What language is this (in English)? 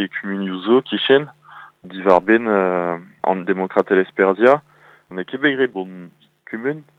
Breton